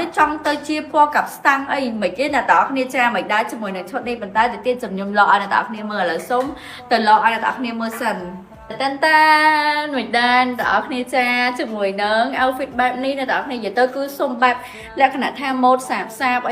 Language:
Khmer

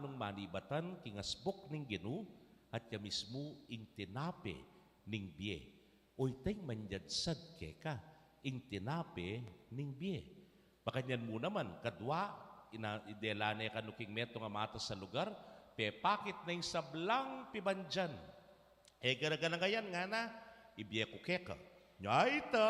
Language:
Pampanga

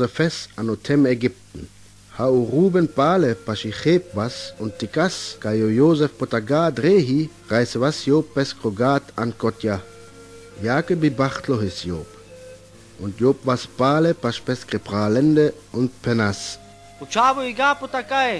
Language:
Sinte Romani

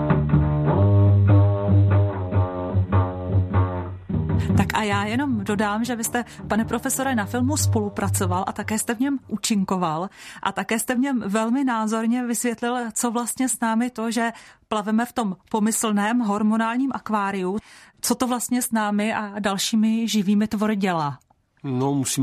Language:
Czech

